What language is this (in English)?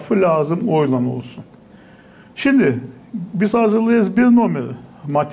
Gagauz